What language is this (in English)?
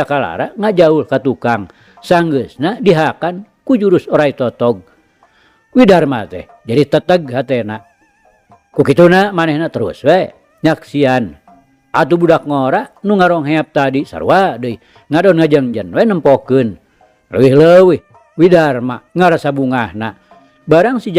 Sundanese